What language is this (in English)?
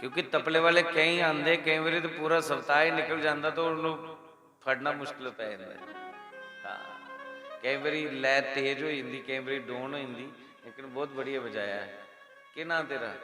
Dogri